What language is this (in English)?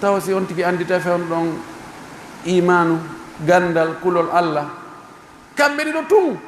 Pular